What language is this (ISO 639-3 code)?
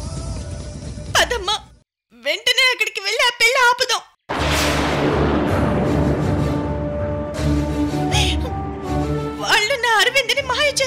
tel